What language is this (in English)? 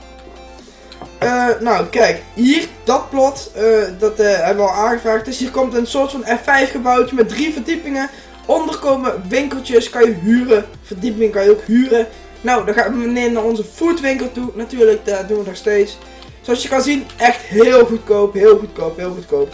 Dutch